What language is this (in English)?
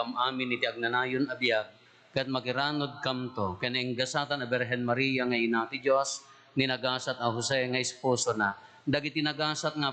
Iloko